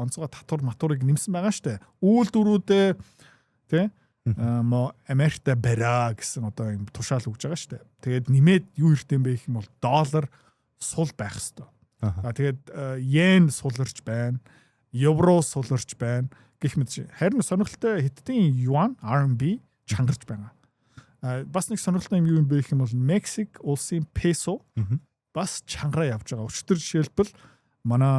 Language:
Mongolian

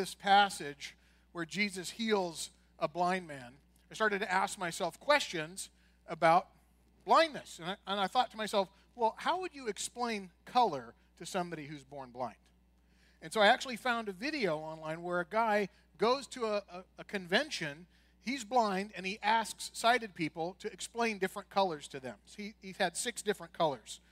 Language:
English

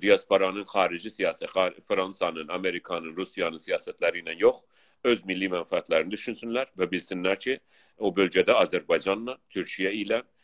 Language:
South Azerbaijani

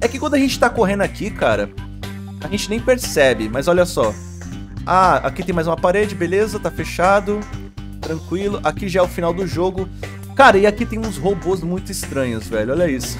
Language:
Portuguese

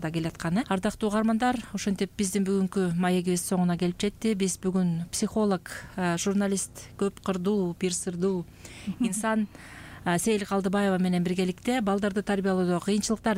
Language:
Kyrgyz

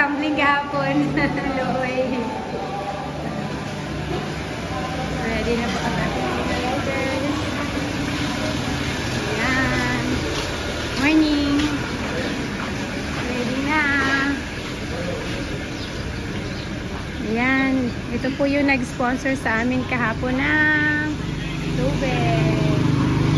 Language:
Filipino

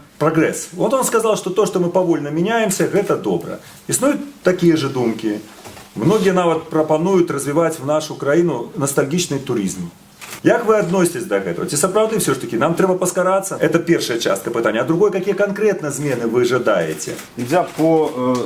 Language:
Belarusian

